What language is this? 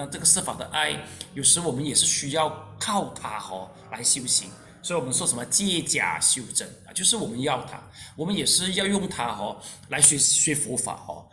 Chinese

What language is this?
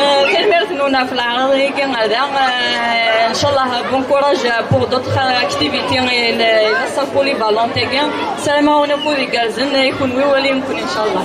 Kabyle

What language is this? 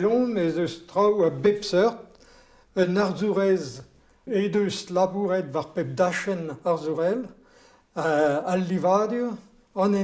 Breton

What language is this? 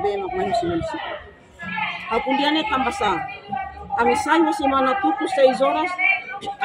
Tetum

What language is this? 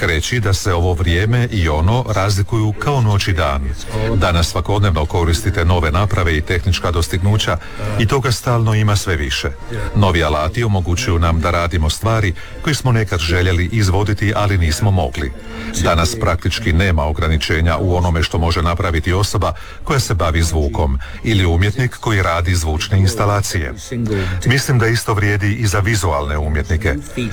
Croatian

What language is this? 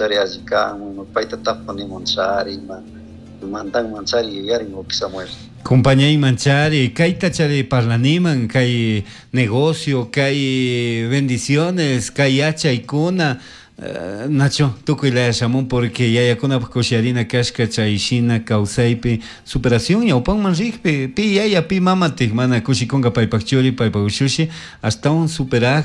Chimborazo Highland Quichua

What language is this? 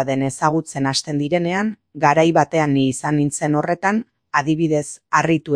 Basque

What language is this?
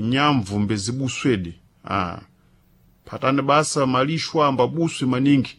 Sena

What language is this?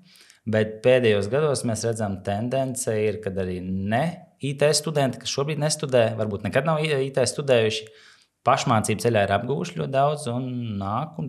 Latvian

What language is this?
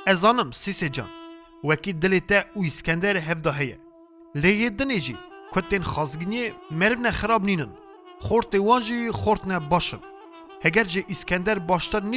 Kurdish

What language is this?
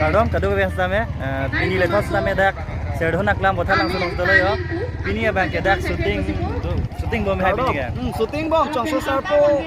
Karbi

